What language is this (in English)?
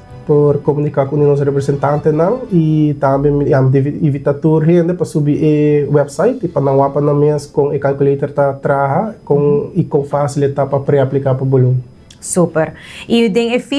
Papiamento